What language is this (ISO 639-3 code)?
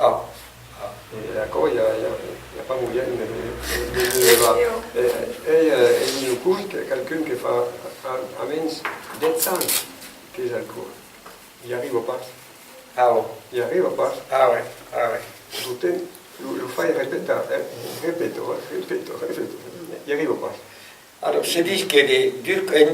oci